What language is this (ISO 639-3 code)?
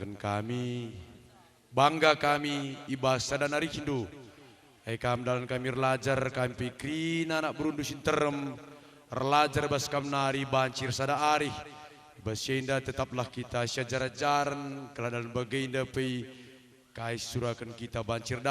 btx